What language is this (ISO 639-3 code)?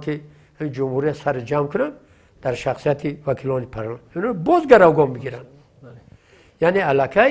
tgk